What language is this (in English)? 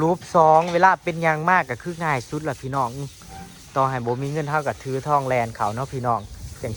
Northeastern Thai